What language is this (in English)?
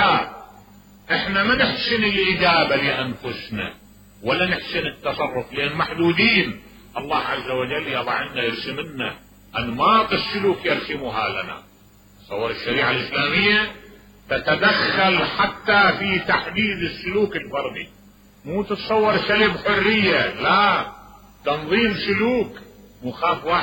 Mesopotamian Arabic